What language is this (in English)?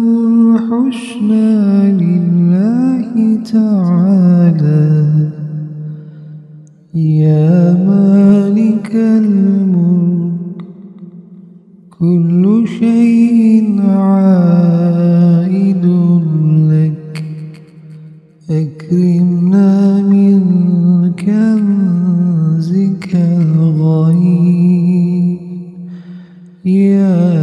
Arabic